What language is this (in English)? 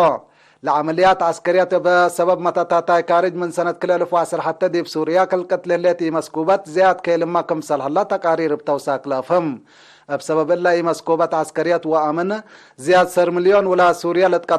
Tigre